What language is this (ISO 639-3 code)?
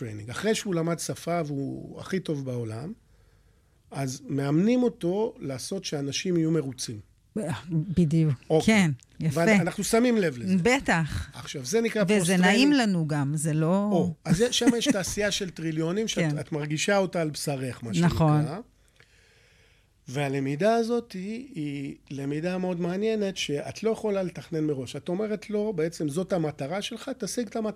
heb